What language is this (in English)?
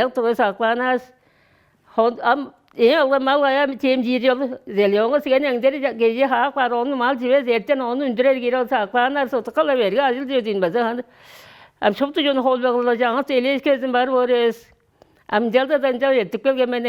Tuvinian